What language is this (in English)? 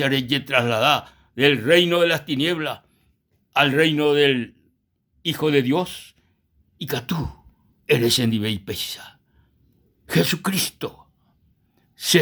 Guarani